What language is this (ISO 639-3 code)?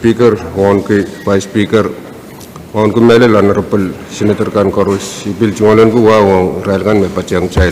pon